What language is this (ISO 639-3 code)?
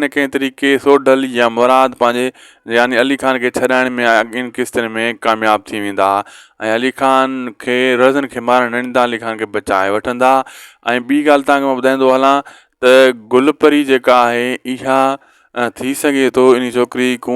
snd